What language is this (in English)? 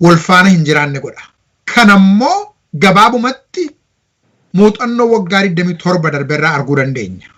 Oromo